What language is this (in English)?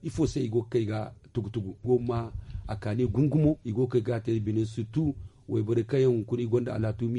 Zarma